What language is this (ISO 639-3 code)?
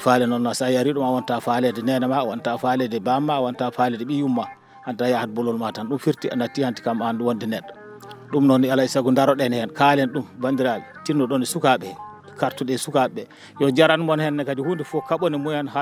ful